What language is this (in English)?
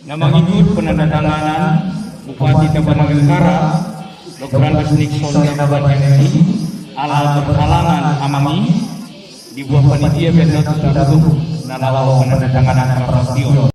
Batak Toba